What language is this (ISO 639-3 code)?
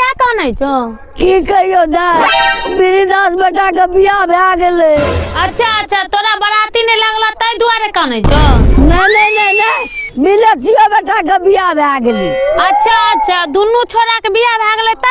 mai